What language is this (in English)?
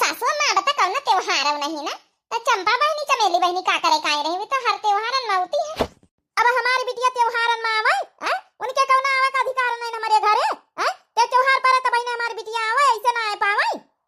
Awadhi